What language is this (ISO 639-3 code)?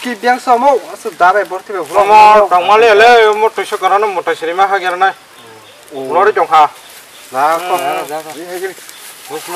trp